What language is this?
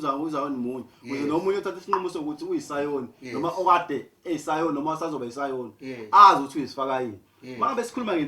Zulu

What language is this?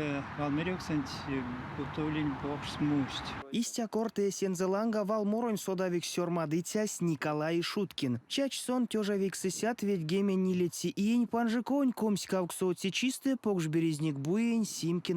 Erzya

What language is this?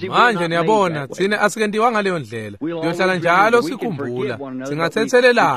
Swati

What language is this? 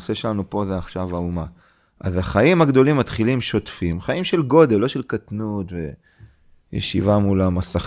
Hebrew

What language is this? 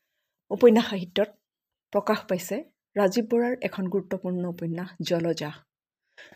Assamese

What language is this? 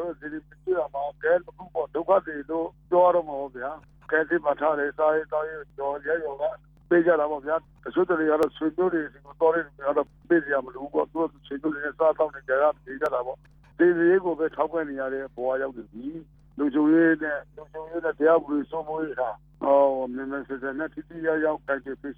Burmese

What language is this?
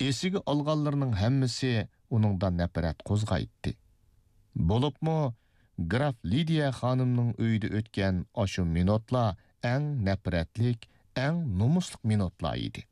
Uyghur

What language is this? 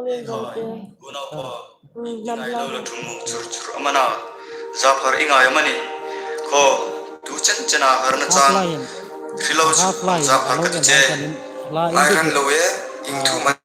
Hmar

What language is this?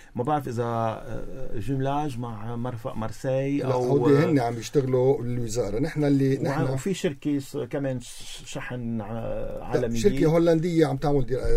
North Levantine Arabic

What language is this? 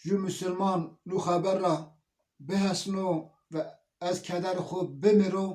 Zaza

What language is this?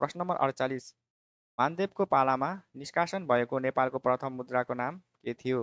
Nepali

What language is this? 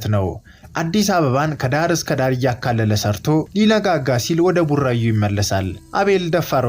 Amharic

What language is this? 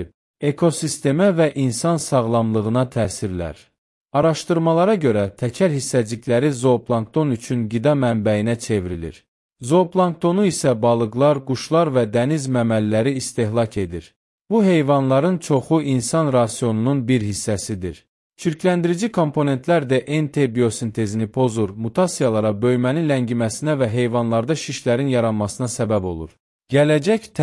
Azerbaijani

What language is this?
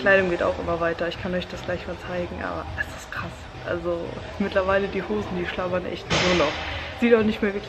German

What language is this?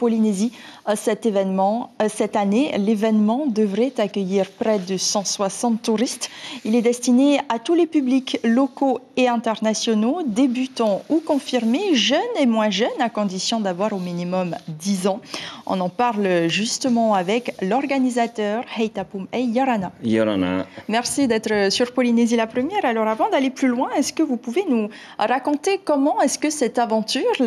French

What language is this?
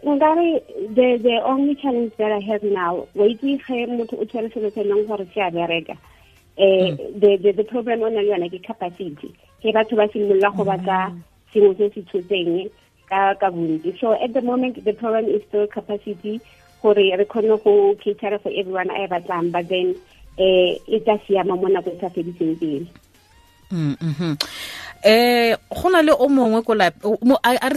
Tswana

